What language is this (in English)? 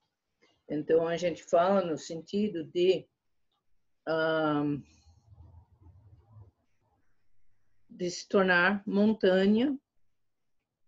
Portuguese